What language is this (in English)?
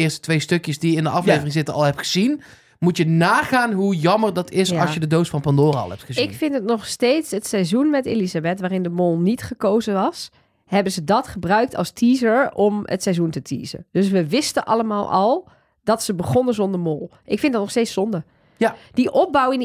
Dutch